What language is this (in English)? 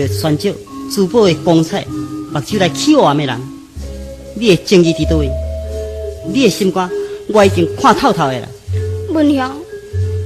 Min Nan Chinese